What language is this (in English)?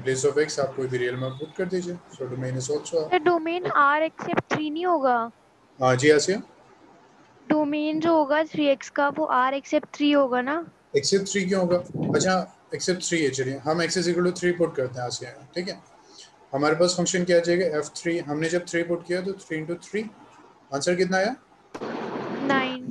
Hindi